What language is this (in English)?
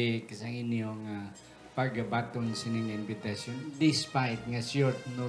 Hiligaynon